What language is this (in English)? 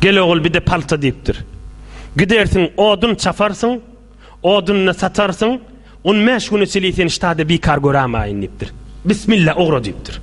Turkmen